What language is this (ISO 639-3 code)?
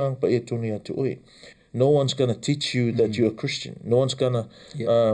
smo